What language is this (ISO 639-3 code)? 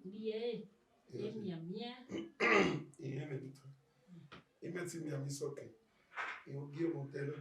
bin